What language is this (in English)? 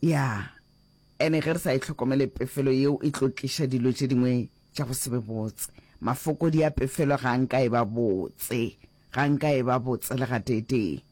Northern Sotho